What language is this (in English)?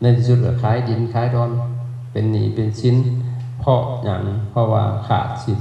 Lao